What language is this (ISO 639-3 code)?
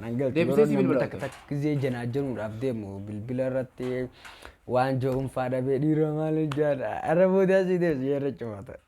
orm